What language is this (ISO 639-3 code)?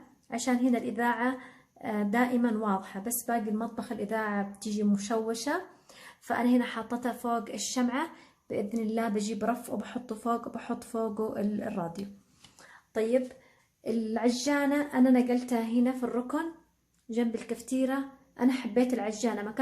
acw